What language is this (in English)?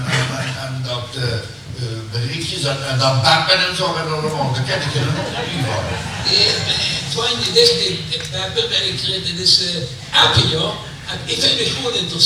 Limburgish